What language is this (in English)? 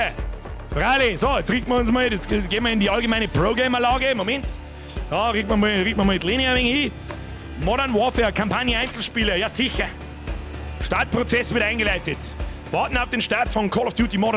Bavarian